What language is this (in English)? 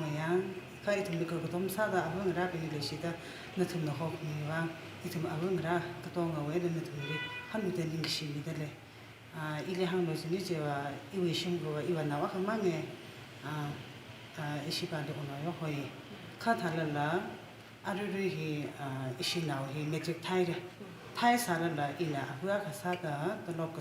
Tangkhul Naga (India)